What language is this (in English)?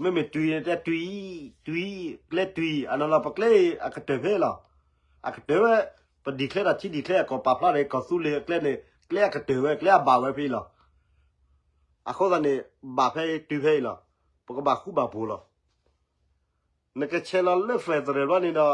S'gaw Karen